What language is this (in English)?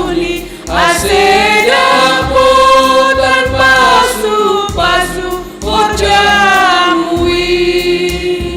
Batak Simalungun